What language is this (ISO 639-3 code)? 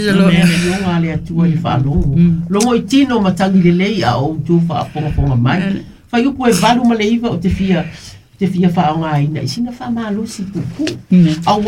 smo